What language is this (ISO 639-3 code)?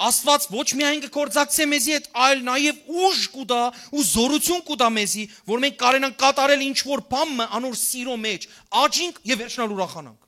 hyw